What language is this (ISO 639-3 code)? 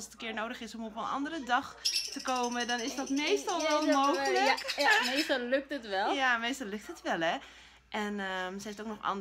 nld